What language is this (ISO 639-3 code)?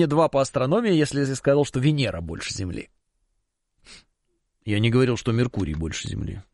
rus